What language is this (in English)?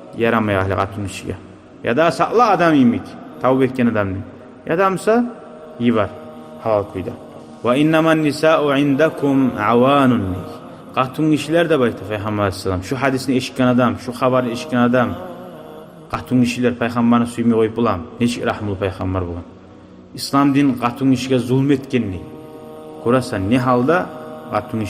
Kumyk